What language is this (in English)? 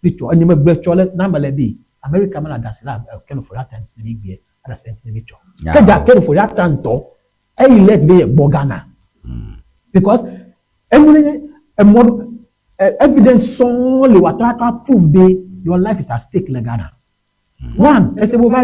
Ewe